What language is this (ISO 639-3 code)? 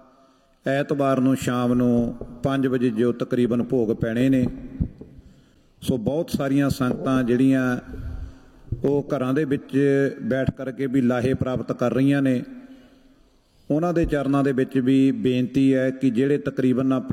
pan